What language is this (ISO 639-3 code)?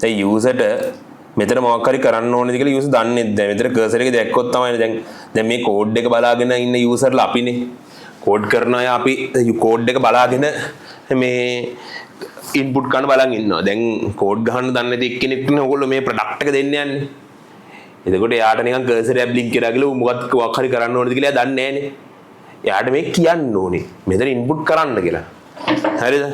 sin